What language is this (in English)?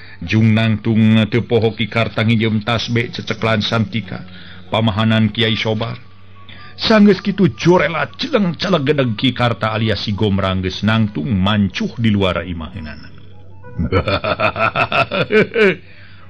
Sundanese